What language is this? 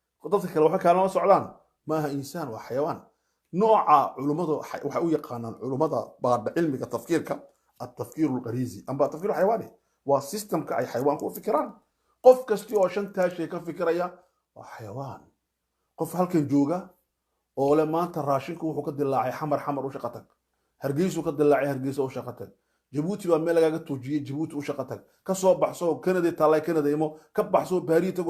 Somali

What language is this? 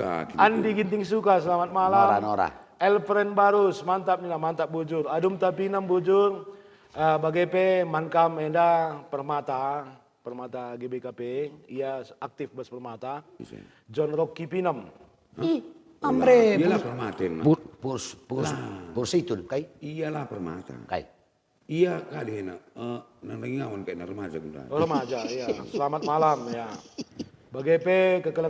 Batak Karo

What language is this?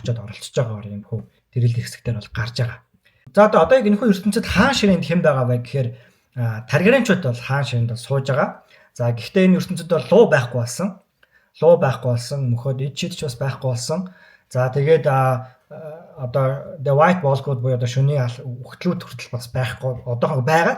Mongolian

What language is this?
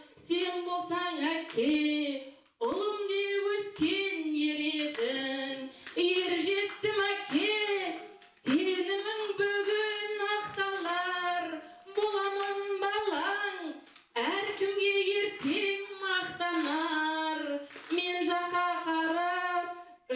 Kazakh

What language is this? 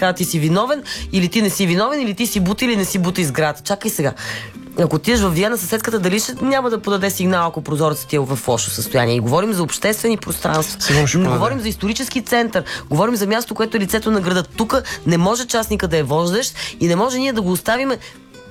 Bulgarian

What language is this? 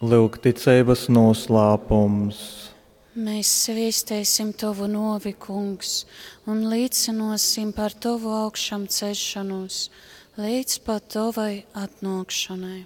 Latgalian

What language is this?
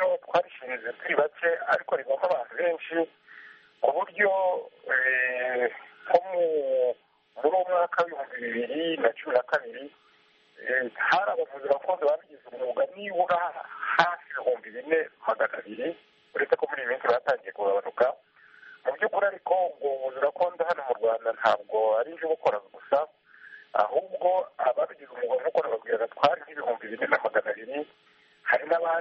Kinyarwanda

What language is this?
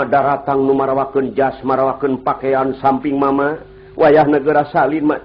Sundanese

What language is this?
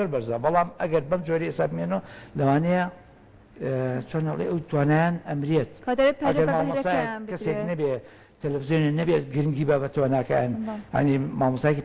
Central Kurdish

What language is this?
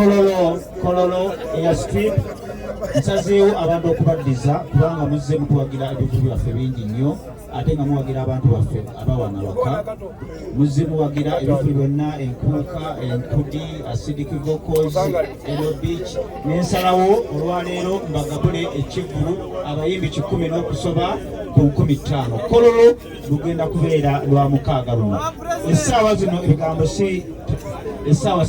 Ganda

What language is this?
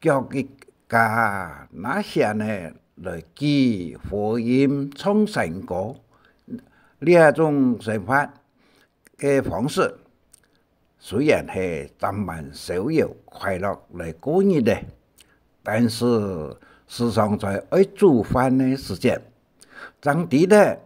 Hakka Chinese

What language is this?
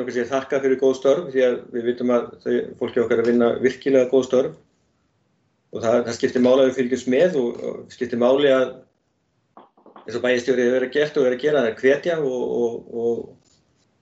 Icelandic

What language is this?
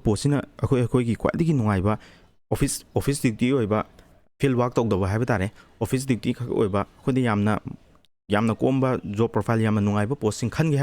Manipuri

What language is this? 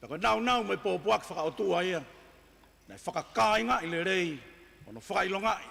Tongan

